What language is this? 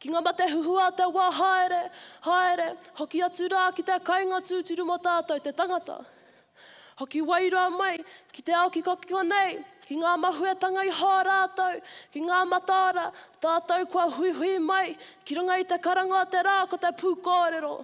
Māori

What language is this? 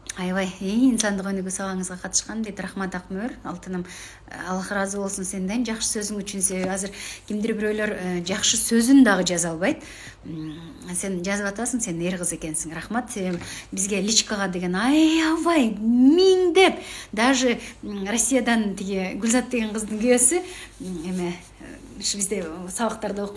Kyrgyz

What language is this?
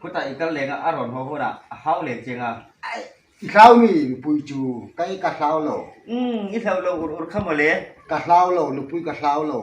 Hmar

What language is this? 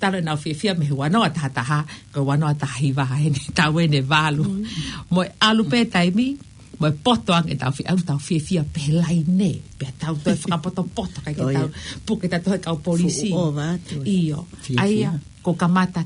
Tongan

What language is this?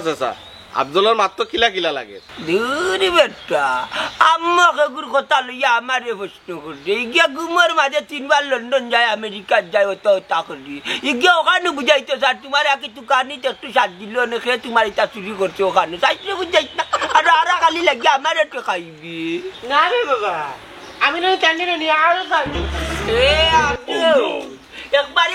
Sylheti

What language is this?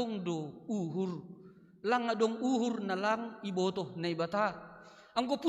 Batak Simalungun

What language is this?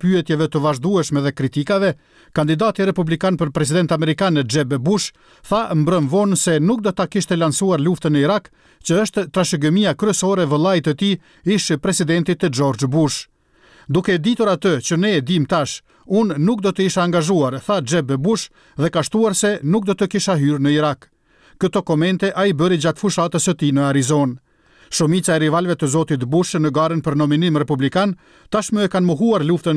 Albanian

